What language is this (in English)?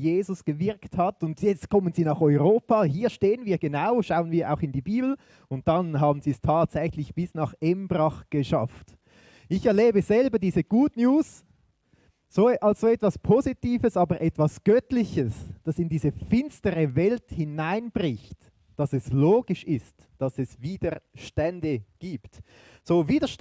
Swiss German